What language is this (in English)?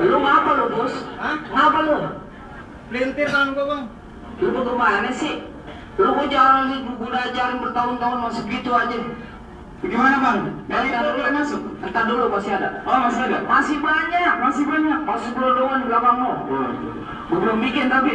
Betawi